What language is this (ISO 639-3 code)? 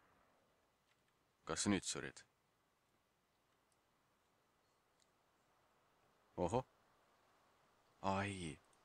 est